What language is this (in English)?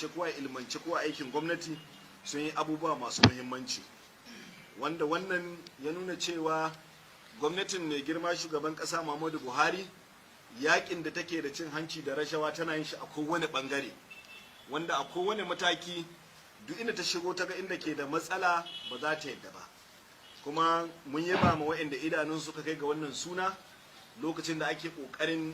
Hausa